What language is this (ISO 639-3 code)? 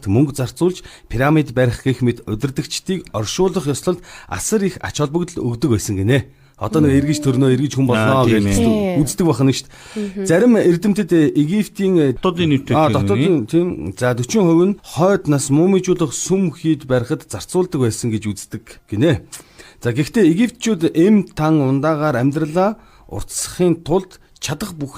mon